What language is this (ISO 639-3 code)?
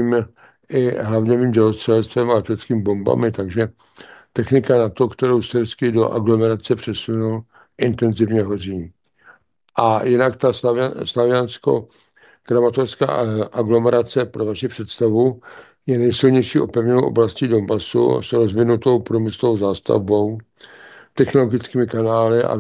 ces